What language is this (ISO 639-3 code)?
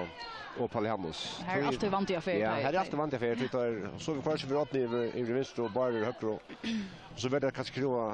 fao